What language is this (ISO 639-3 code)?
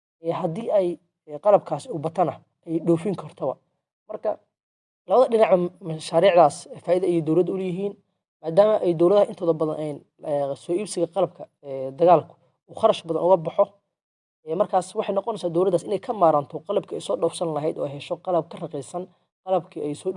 som